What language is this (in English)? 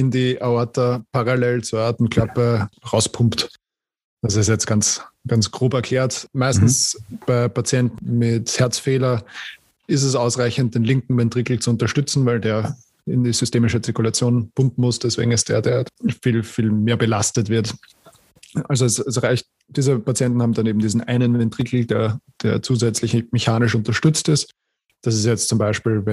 German